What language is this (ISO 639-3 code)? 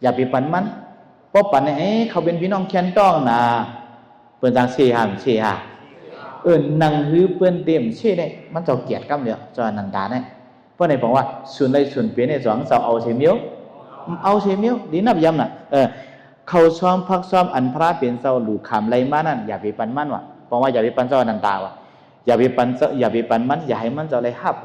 shn